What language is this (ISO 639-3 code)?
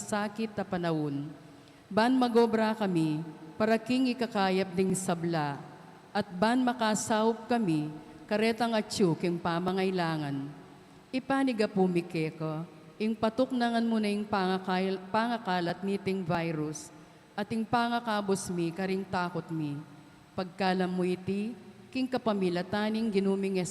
pam